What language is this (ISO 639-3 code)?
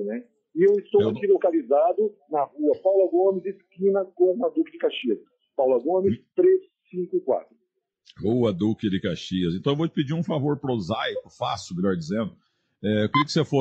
por